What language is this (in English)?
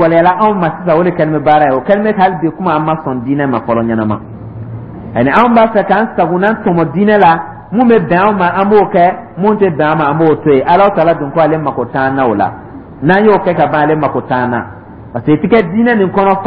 Dyula